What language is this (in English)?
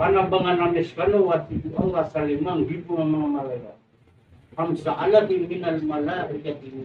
Maranao